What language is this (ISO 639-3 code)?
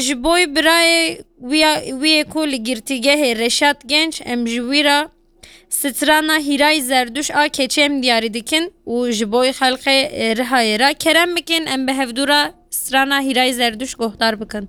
kur